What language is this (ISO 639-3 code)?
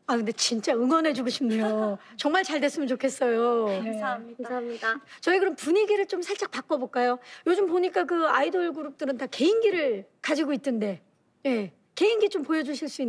kor